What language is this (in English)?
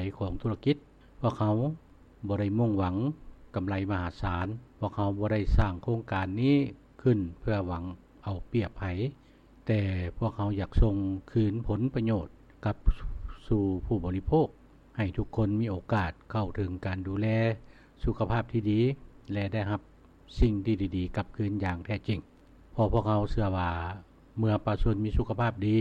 Lao